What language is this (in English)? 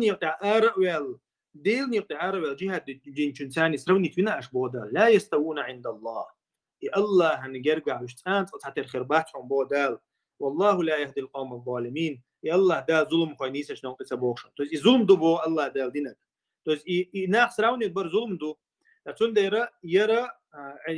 Chechen